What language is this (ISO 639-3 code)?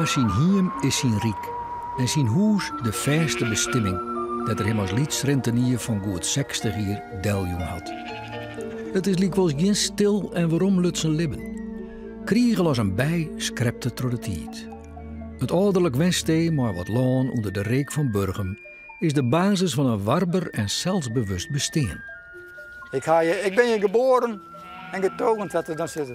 fry